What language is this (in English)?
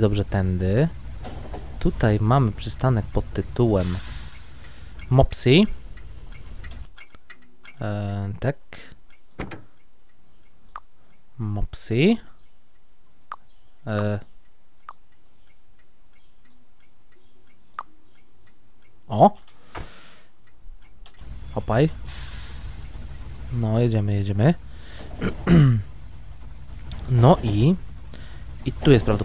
Polish